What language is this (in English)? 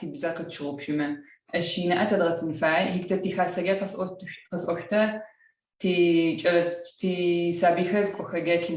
Adyghe